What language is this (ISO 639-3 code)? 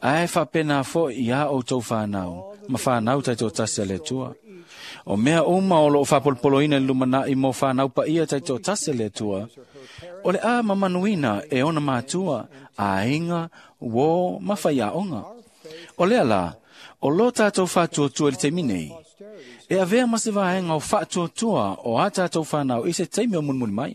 smo